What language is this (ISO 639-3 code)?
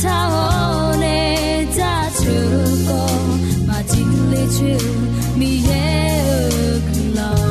ahk